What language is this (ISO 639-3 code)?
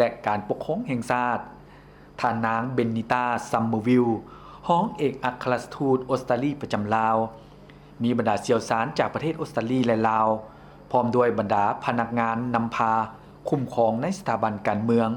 lao